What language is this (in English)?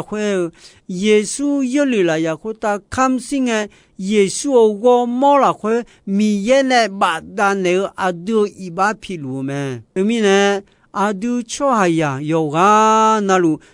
Akha